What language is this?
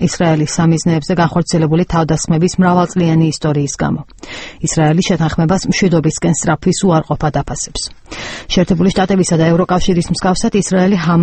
Georgian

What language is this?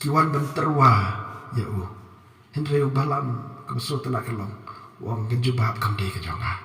Khasi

